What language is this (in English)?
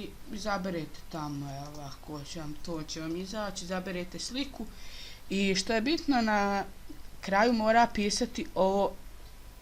Bosnian